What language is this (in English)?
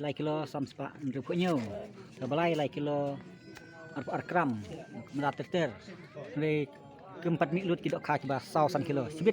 Khasi